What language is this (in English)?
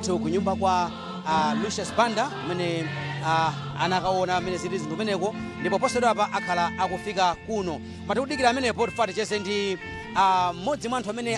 Nyanja